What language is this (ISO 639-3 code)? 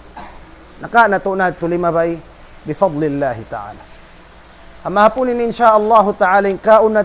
tsg